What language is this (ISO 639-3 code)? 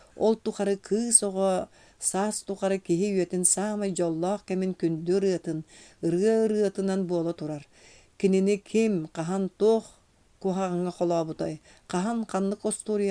sah